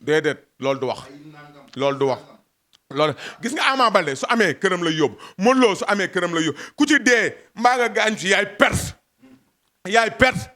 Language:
Wolof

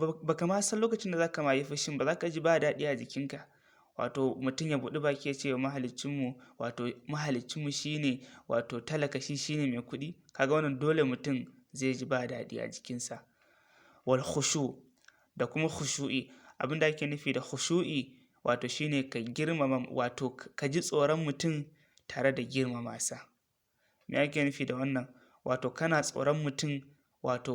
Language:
Hausa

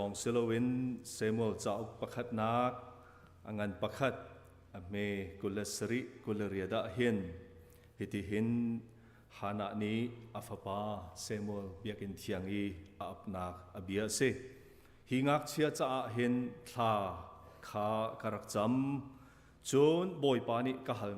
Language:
Hakha Chin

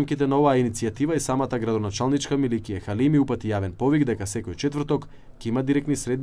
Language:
Macedonian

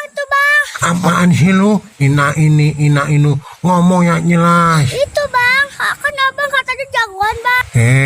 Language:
Betawi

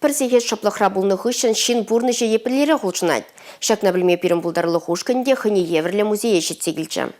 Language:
Chuvash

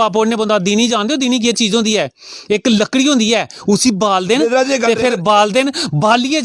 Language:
Dogri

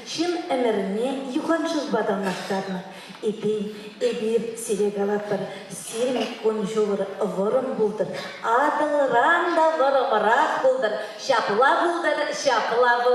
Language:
Chuvash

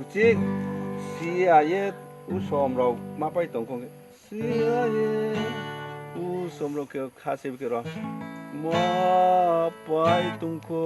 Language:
Riang (India)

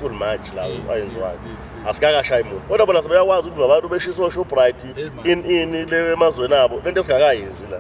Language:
Zulu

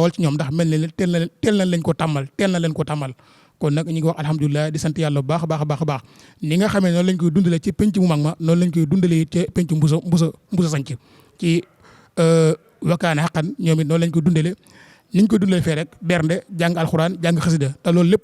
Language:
Wolof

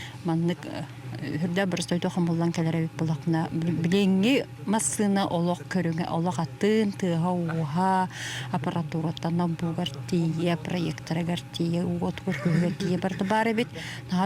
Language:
Yakut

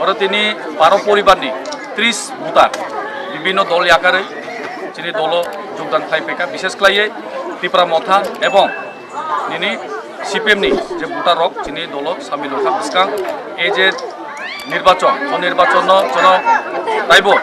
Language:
Kok Borok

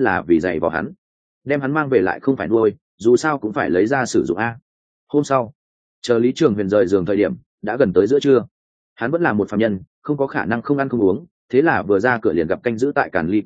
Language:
Vietnamese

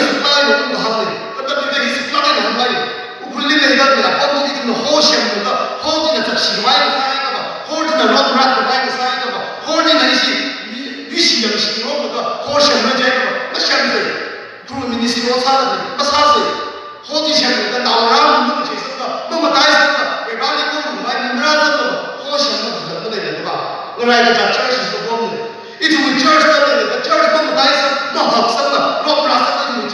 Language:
Tangkhul Naga (India)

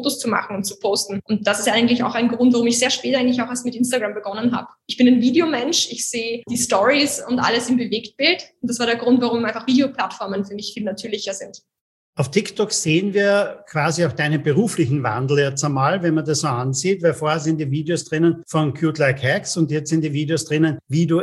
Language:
German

